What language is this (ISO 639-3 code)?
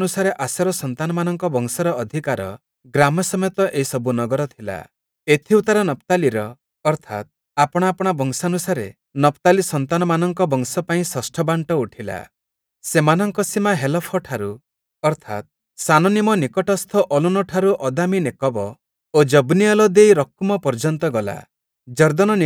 ori